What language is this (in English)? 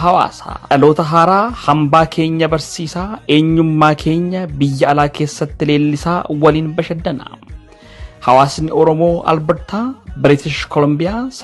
Oromo